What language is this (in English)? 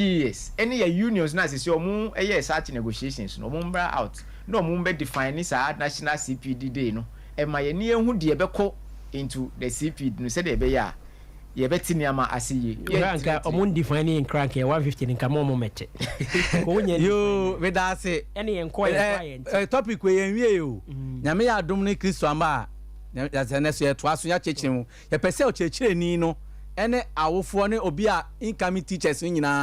Akan